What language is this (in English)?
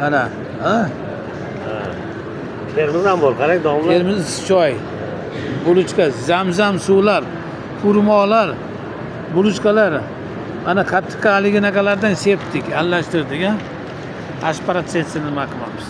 Uzbek